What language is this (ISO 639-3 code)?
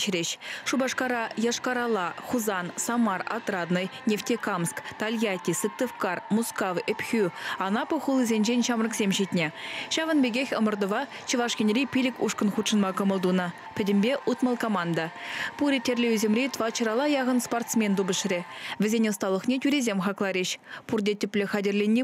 chv